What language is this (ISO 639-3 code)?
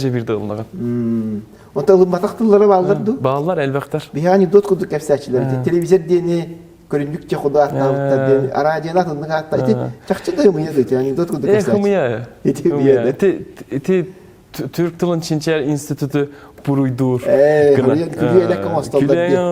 sah